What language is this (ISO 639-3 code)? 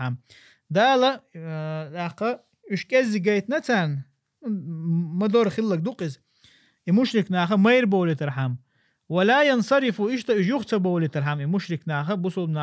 che